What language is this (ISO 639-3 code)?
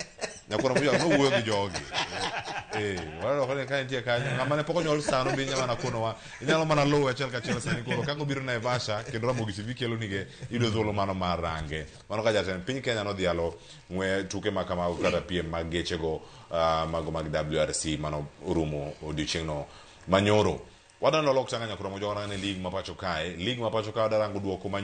luo